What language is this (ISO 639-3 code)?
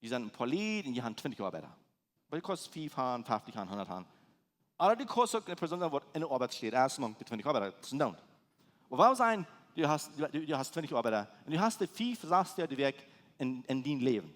pdt